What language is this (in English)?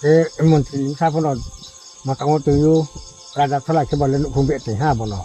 Riang (India)